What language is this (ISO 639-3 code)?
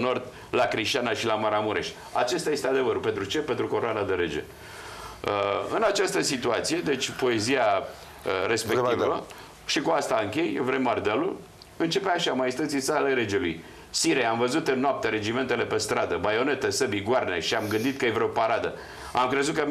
ron